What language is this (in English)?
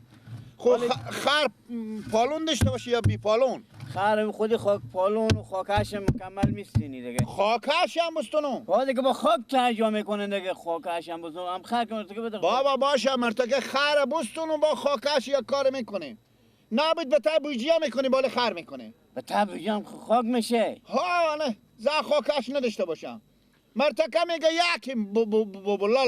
Persian